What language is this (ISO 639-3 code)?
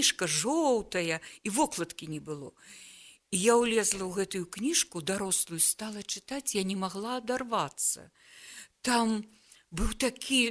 bel